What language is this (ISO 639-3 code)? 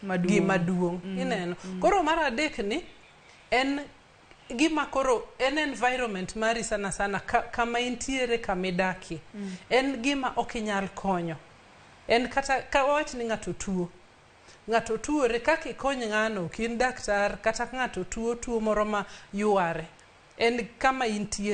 luo